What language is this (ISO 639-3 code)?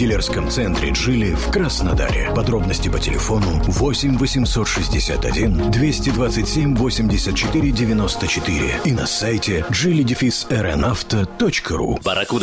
rus